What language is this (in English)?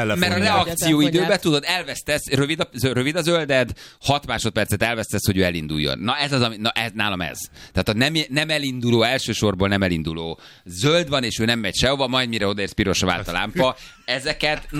Hungarian